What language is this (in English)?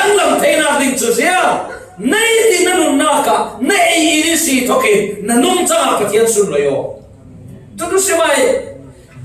Falam Chin